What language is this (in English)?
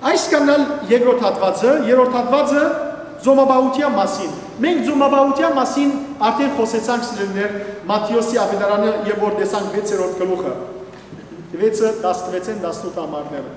Western Armenian